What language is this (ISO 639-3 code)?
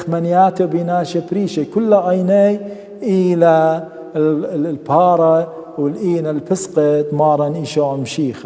aii